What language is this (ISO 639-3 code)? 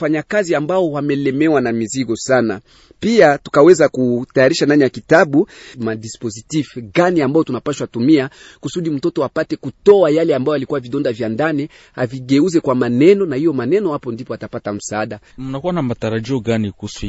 swa